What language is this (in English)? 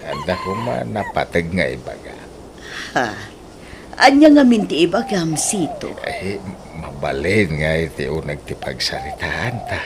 Iloko